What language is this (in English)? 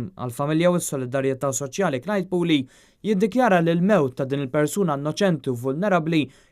Maltese